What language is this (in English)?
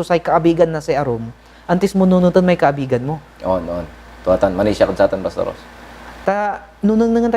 Pangasinan